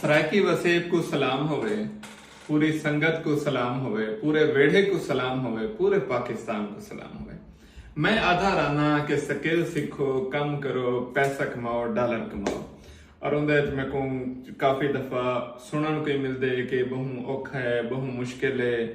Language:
Saraiki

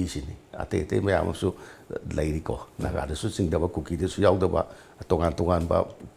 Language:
Manipuri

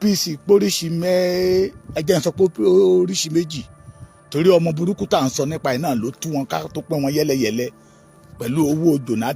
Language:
Yoruba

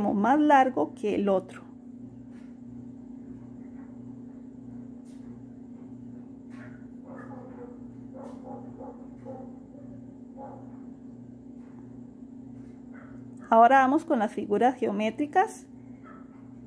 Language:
Spanish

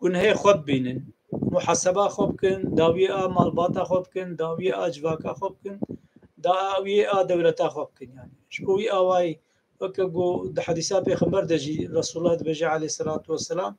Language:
Kurdish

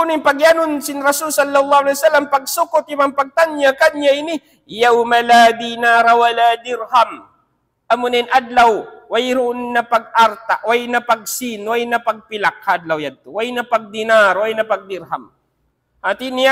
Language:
Tausug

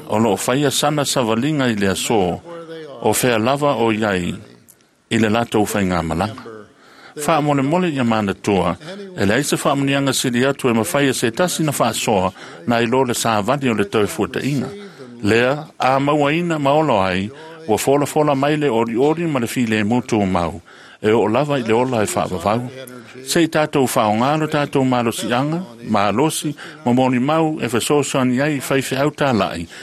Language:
Samoan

